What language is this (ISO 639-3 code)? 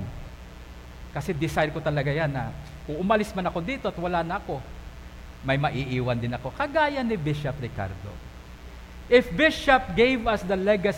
fil